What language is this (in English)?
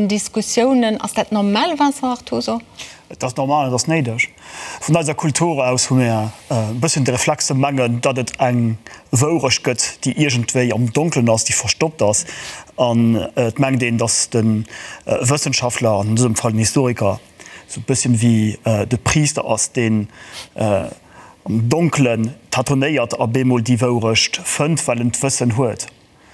Luxembourgish